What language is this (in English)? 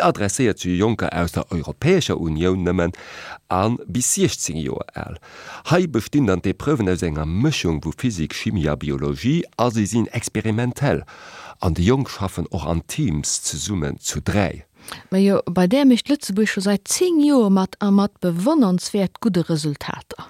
Luxembourgish